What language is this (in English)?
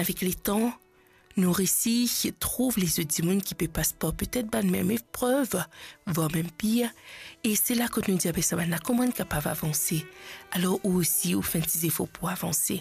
Morisyen